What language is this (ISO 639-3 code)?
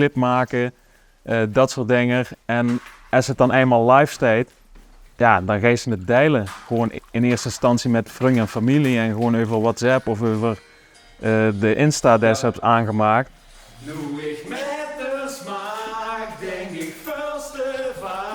lim